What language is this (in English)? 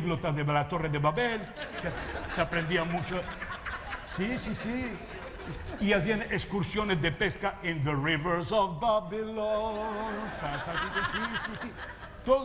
Ladino